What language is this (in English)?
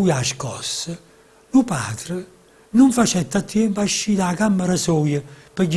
Neapolitan